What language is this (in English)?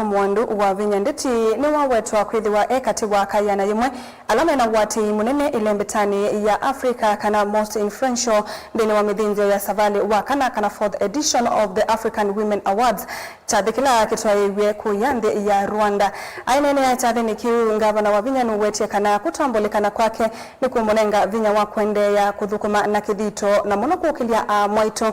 Kamba